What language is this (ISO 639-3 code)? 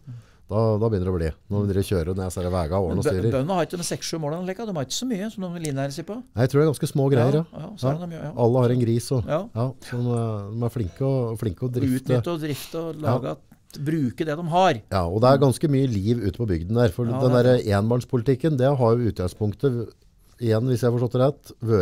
nor